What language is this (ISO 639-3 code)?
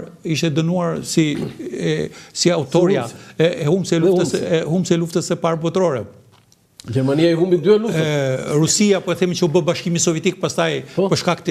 sqi